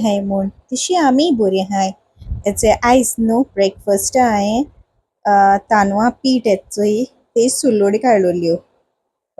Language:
Konkani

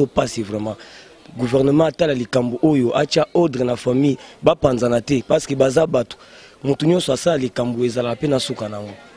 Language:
Lingala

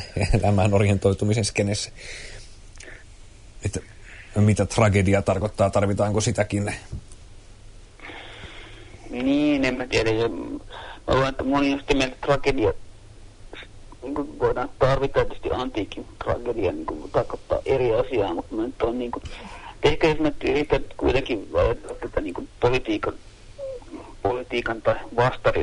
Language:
Finnish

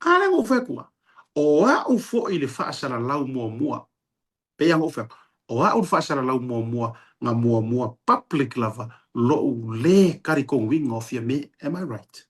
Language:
Samoan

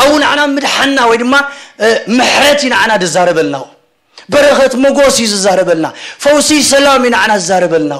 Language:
Tigrinya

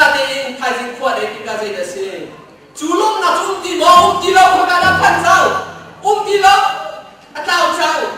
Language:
Hakha Chin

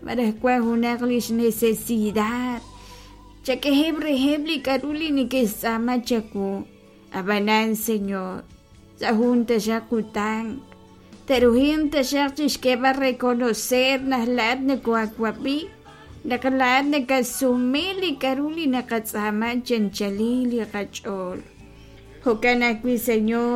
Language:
Kekchí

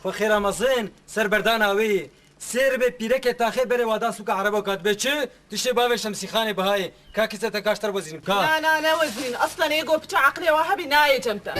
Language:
Kurdish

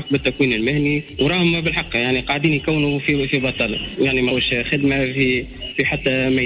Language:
Tunisian Arabic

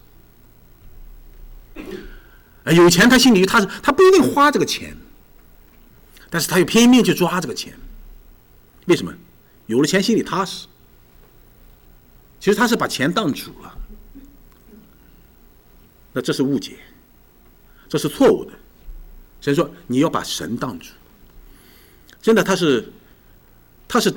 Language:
Chinese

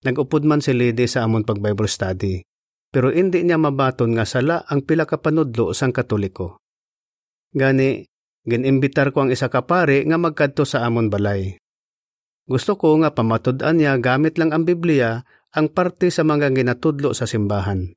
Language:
Hiligaynon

